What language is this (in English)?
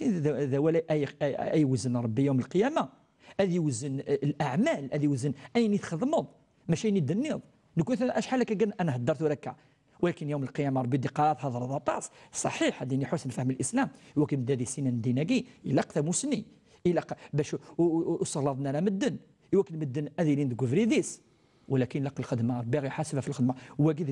Kabyle